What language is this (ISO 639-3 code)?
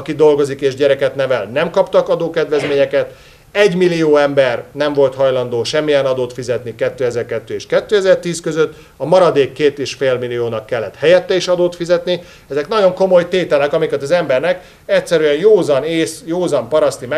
hun